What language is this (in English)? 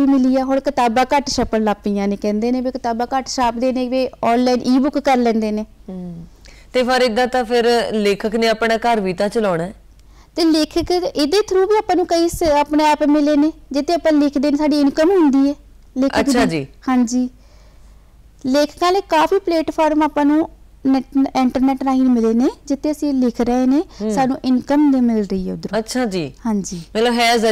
Punjabi